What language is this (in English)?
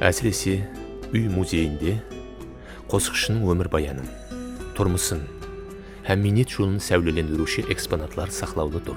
Kara-Kalpak